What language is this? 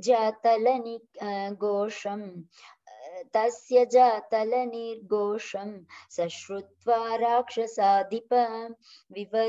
Sanskrit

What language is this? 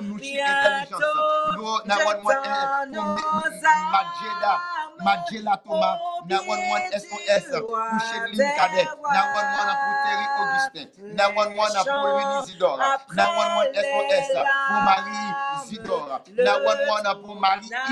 French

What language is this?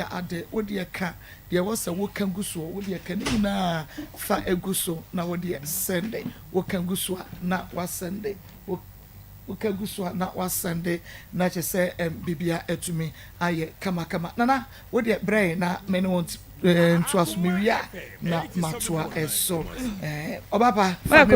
Akan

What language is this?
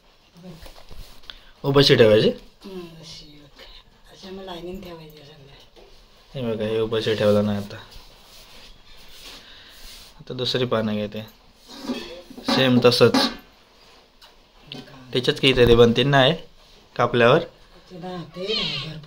Marathi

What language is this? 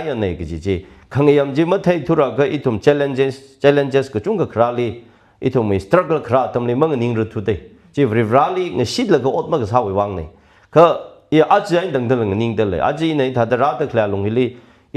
Tangkhul Naga (India)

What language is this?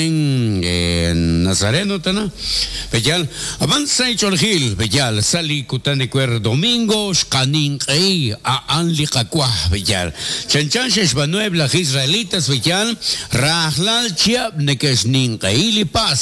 Kekchí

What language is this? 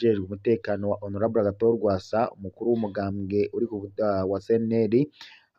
Rundi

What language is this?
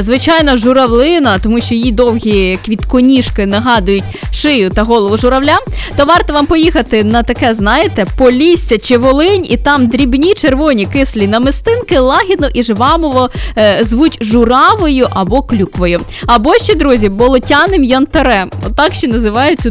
Ukrainian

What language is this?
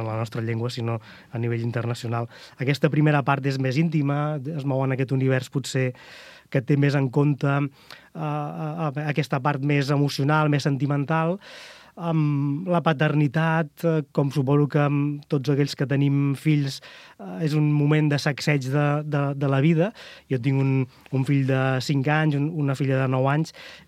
Catalan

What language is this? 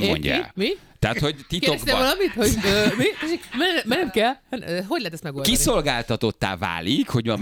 Hungarian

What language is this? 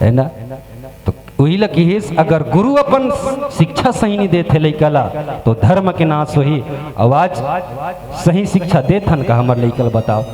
Chhattisgarhi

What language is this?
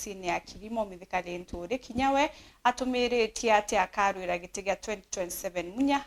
Meru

